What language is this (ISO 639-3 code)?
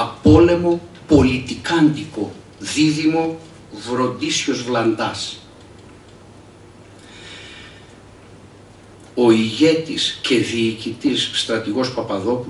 ell